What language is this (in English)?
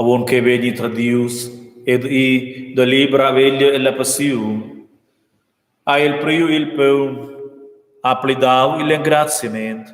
Romansh